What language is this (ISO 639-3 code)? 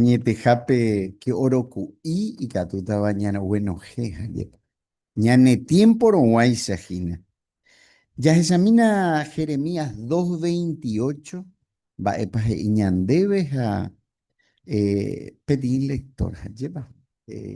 grn